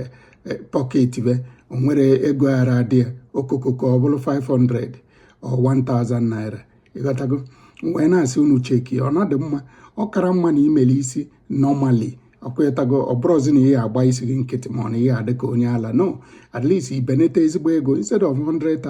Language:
Igbo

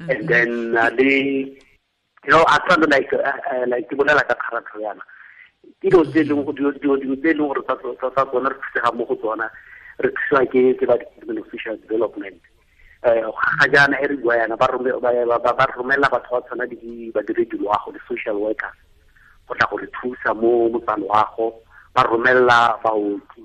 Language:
Tswana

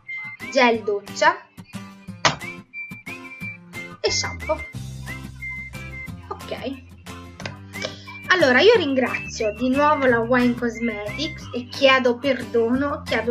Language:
Italian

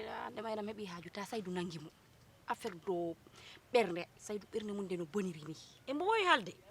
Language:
Fula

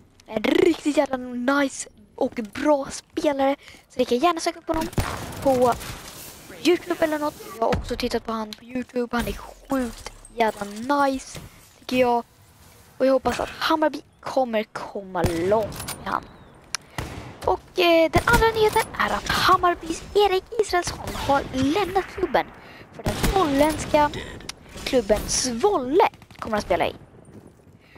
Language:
Swedish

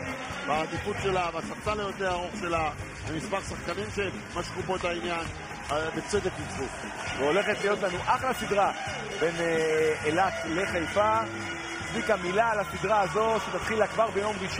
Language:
Hebrew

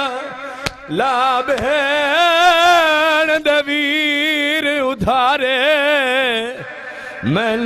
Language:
Urdu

